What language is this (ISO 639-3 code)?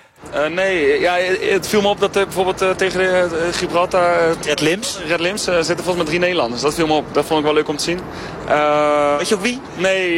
nld